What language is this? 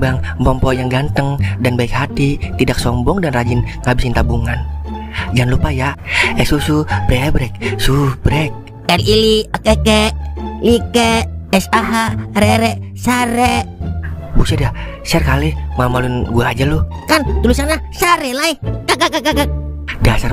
Betawi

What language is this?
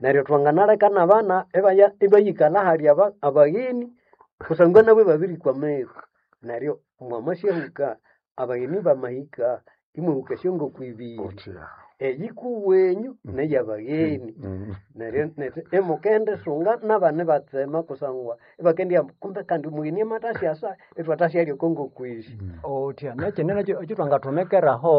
Nande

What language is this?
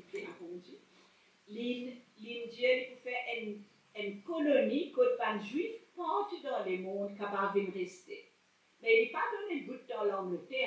Morisyen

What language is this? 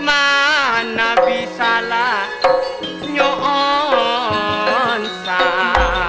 Madurese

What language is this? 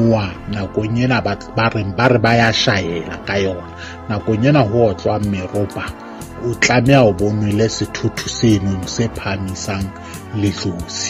Southern Sotho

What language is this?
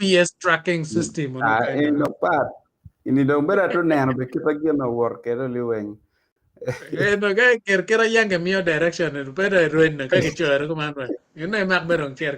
Acoli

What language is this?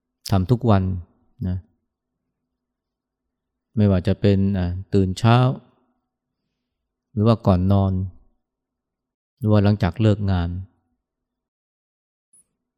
Thai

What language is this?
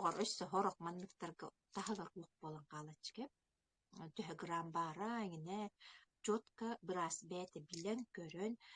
Yakut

